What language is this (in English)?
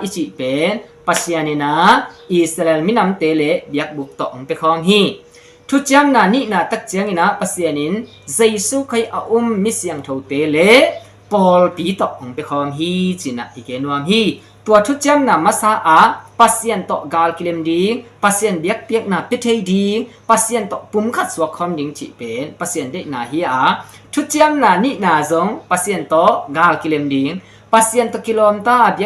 Tedim Chin